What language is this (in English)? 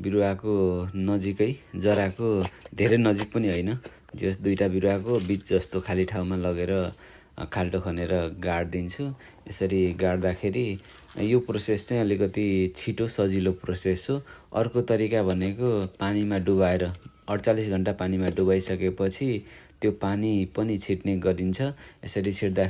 Nepali